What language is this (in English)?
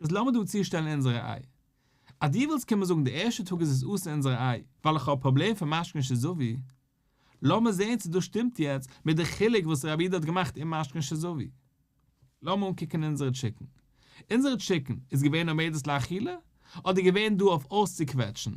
Yiddish